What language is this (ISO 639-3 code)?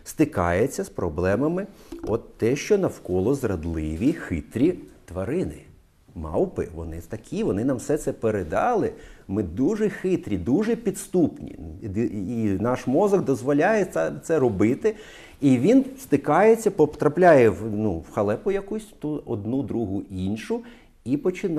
ukr